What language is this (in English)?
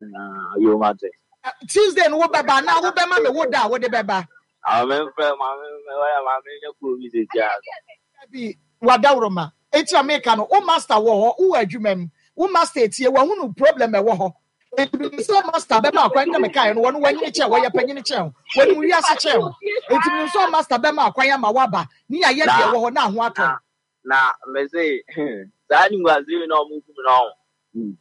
Akan